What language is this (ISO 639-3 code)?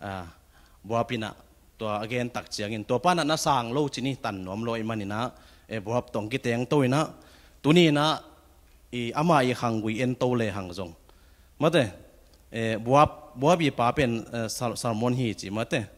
ctd